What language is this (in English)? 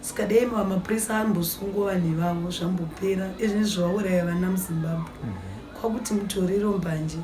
Shona